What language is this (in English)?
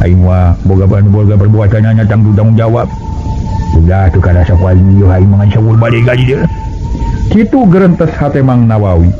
Sundanese